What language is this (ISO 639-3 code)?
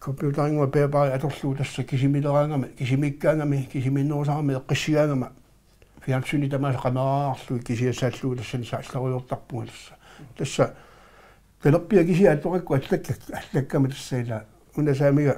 kal